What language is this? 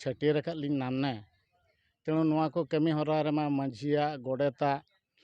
Santali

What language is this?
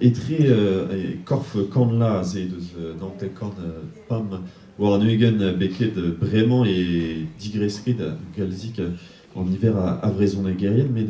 Breton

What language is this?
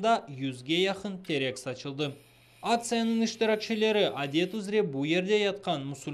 Crimean Tatar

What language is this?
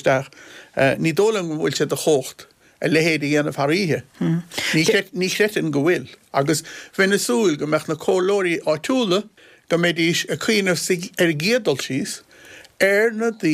Irish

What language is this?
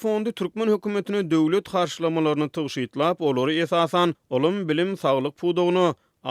Turkmen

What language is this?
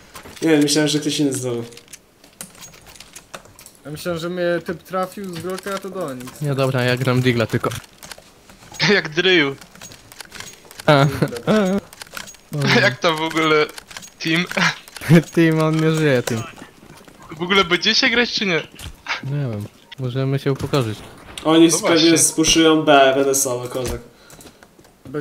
Polish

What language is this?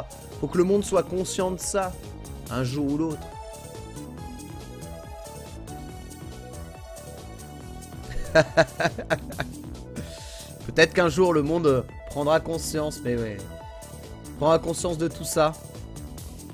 French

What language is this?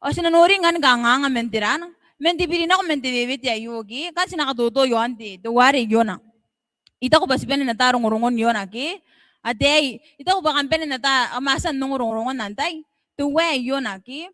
Gilbertese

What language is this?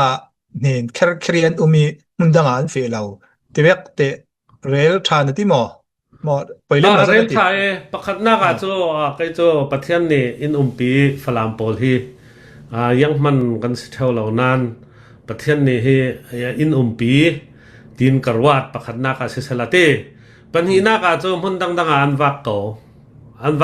Hakha Chin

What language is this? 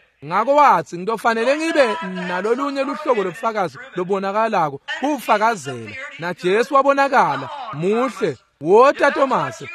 Swati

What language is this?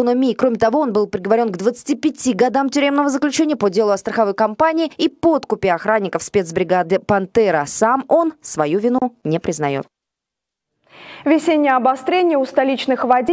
Russian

